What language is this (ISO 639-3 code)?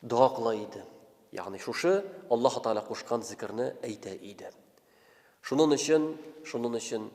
tat